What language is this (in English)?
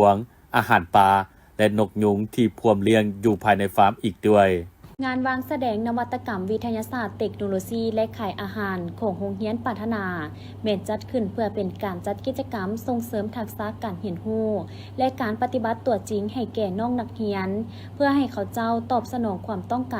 Lao